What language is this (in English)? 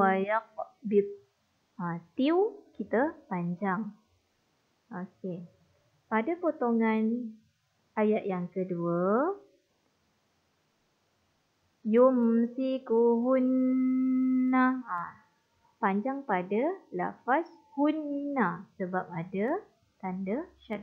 Malay